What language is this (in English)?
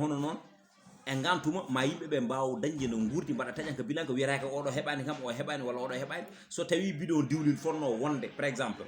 Fula